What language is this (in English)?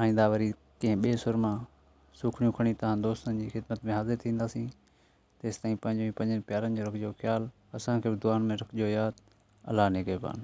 Sindhi